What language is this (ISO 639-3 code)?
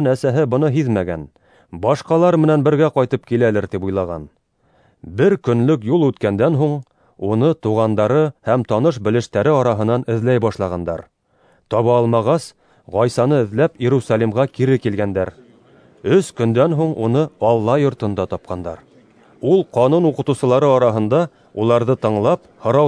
bak